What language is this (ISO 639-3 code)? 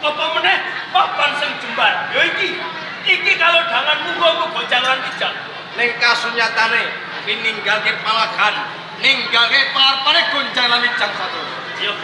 jav